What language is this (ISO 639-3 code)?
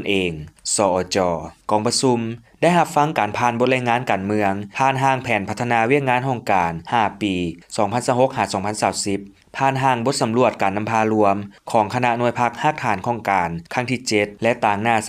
lao